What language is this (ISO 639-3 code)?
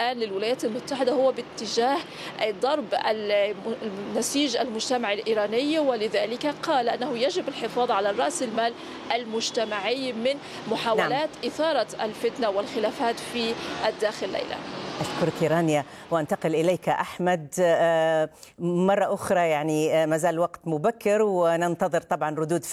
ara